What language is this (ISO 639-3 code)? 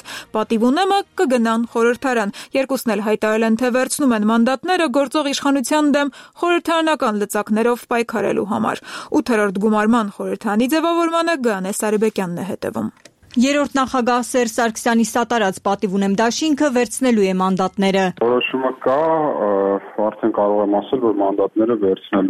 hye